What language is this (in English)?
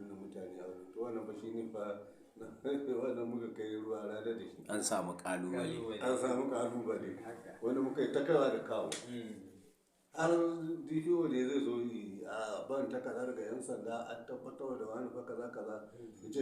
Hausa